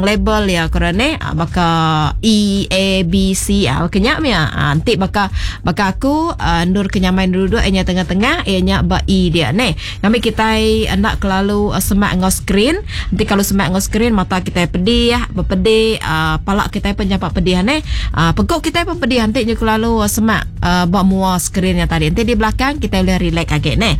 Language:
Iban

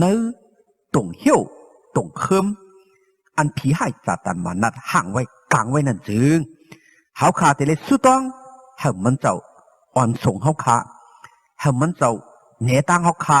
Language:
Shan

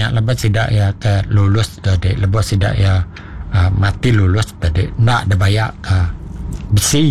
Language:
Iban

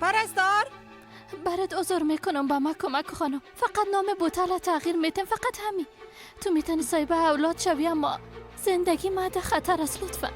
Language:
Persian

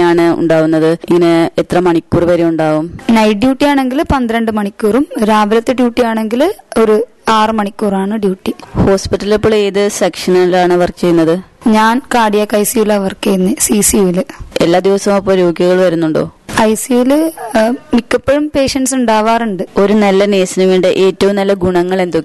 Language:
Malayalam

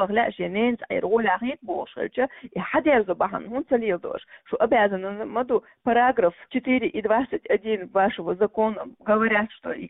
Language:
Chechen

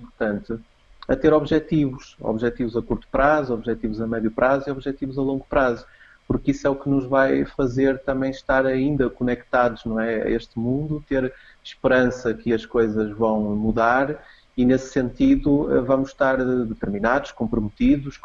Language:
Portuguese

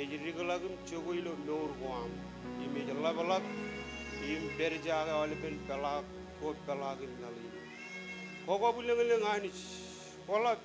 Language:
Marshallese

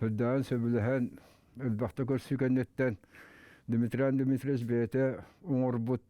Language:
Yakut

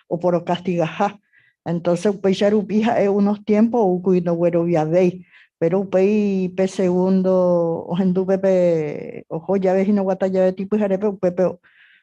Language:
Guarani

